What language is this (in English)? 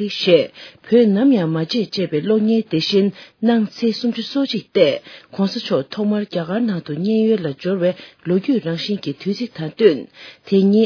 Tibetan